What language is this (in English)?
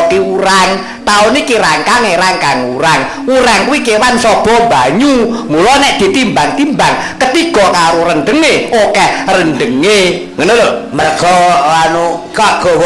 Javanese